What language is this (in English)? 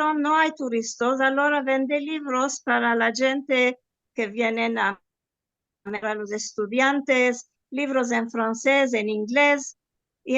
Ladino